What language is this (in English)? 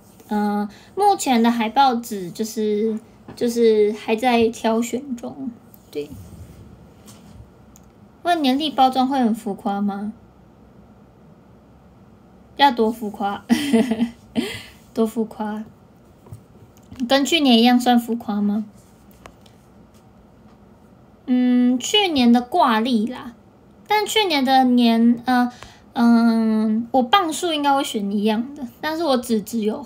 Chinese